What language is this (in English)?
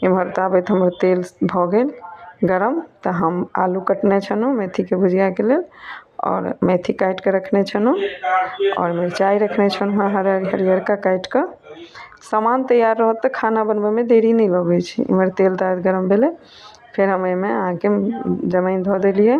Maithili